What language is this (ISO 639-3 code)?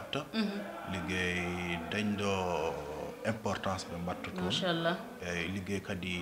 ful